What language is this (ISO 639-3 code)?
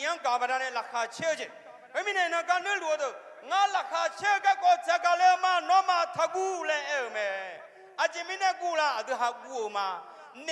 ahk